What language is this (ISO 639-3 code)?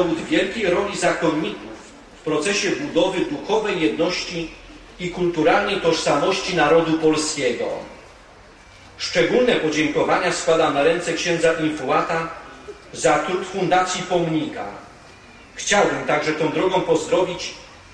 pol